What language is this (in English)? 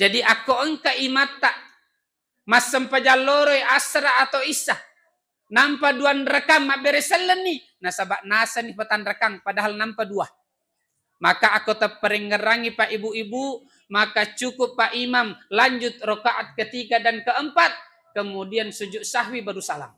Buginese